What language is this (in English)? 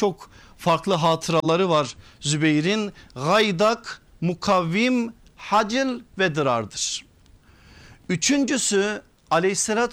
Turkish